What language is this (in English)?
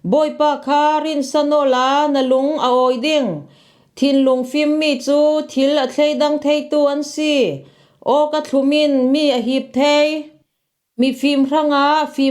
Falam Chin